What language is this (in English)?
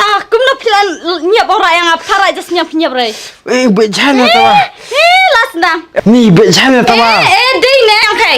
Khasi